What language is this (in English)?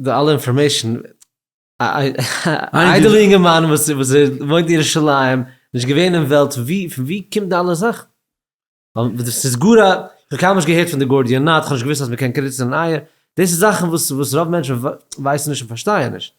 Yiddish